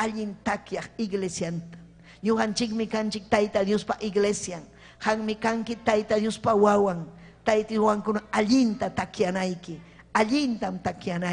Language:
Ayacucho Quechua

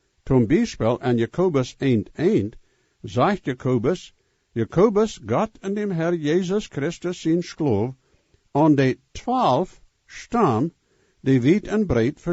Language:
Plautdietsch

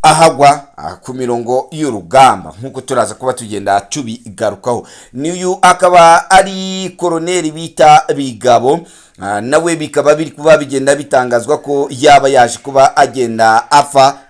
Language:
Kinyarwanda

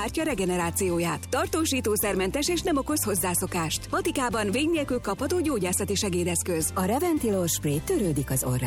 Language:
Hungarian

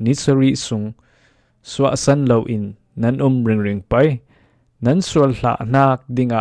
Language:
Falam Chin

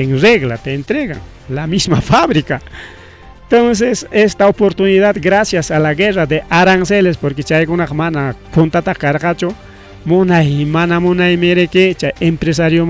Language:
Ayacucho Quechua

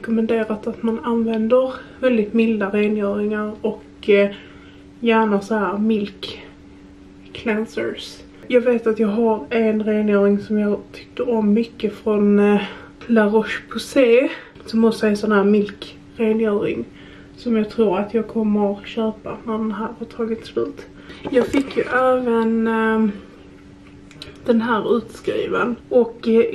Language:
Swedish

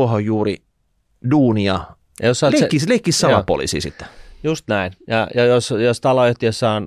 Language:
Finnish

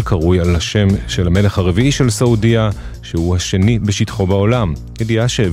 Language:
Hebrew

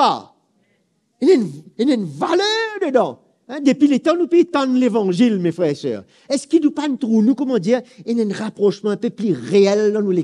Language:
Morisyen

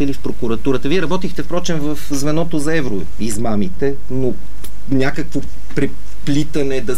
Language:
Bulgarian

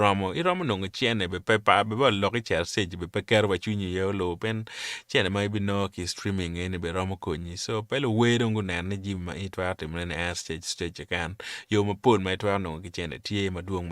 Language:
Acoli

